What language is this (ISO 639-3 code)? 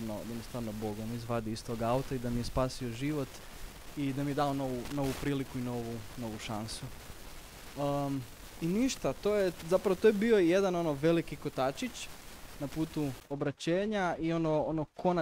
hrv